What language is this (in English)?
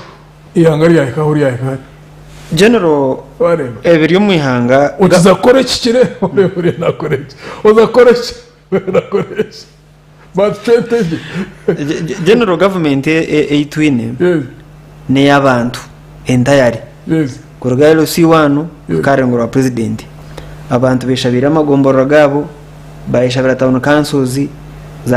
Nyankole